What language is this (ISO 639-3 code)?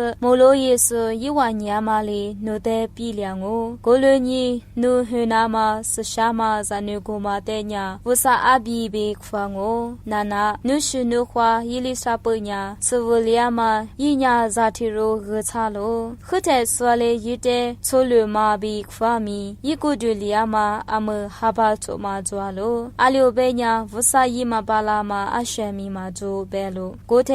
lis